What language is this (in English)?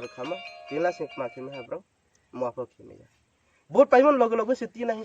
Riang (India)